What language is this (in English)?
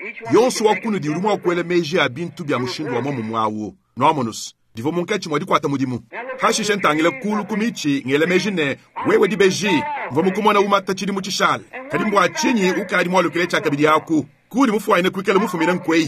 Luba-Lulua